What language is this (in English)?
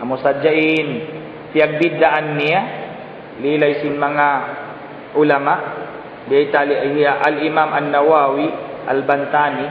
Tausug